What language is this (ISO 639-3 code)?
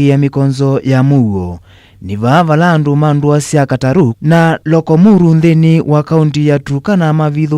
kam